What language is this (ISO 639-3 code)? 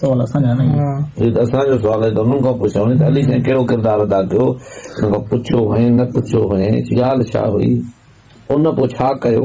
snd